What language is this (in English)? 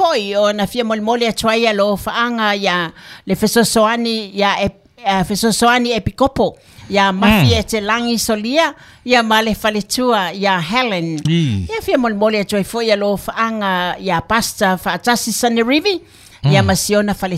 Samoan